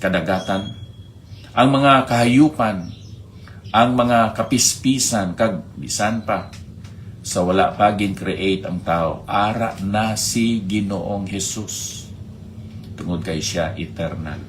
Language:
Hiligaynon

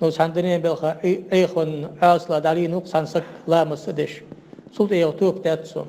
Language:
Ingush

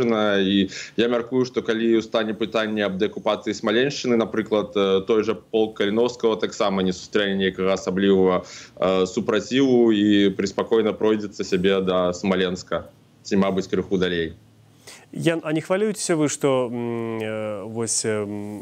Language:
Belarusian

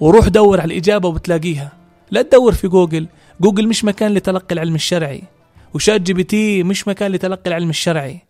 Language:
North Levantine Arabic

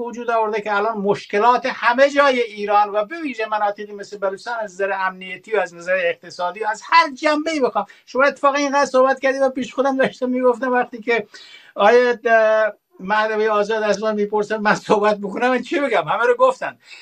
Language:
Persian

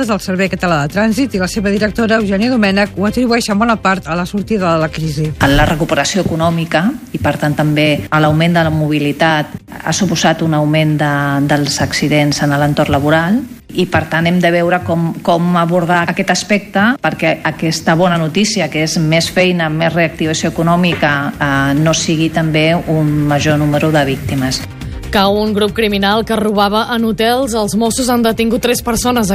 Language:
Catalan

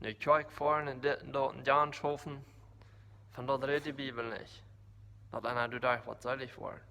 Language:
Plautdietsch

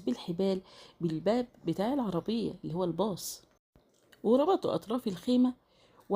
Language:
Egyptian Arabic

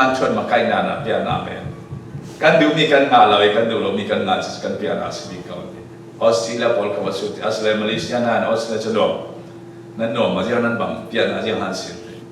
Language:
Falam Chin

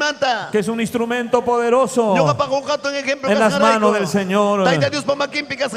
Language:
Ayacucho Quechua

